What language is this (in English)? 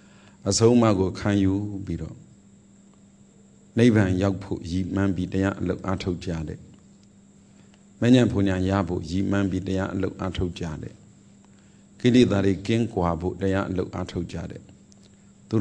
Burmese